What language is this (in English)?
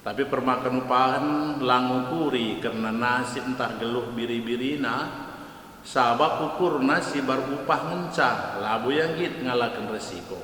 Batak Karo